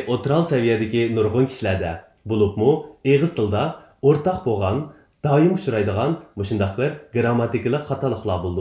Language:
Uyghur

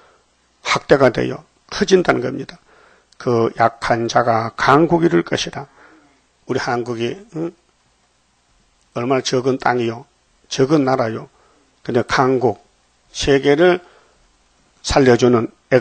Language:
Korean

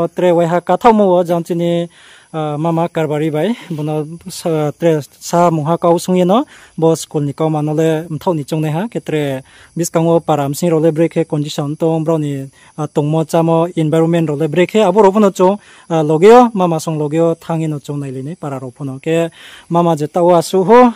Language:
Riang (India)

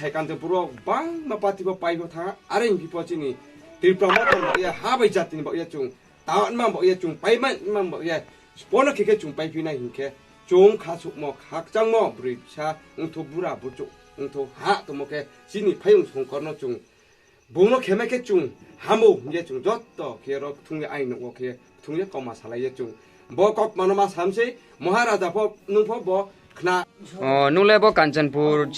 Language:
Riang (India)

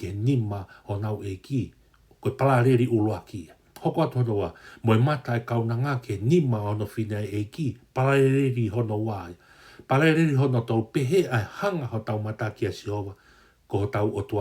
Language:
Tongan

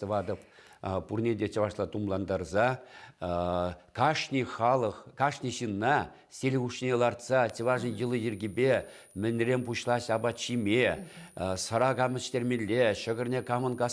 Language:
Chuvash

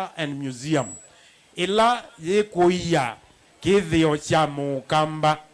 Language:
Kamba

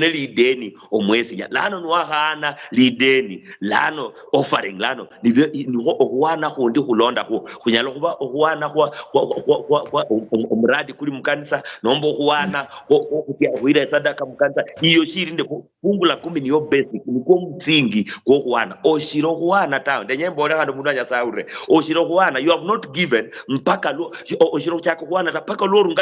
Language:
Luyia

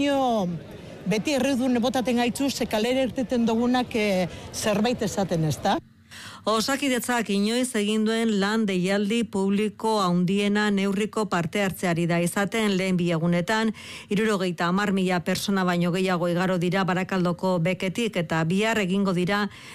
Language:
Basque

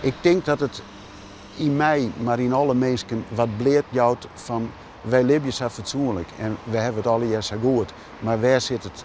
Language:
Western Frisian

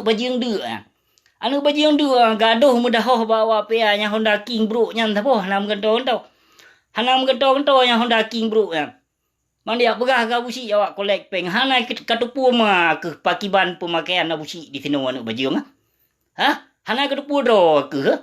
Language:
Achinese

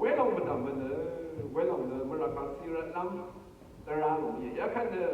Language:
Rawang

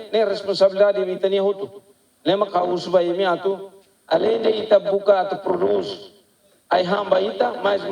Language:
Tetum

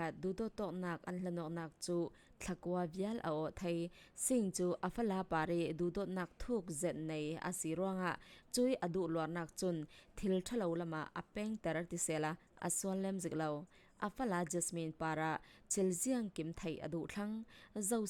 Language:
Falam Chin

